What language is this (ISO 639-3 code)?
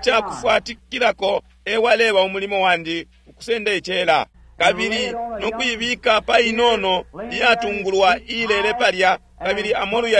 bem